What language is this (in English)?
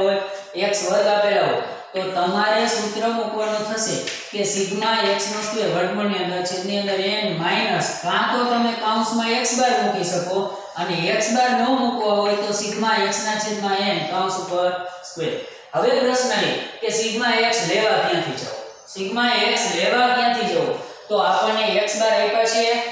Gujarati